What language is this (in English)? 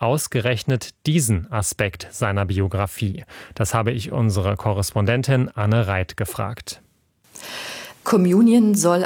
German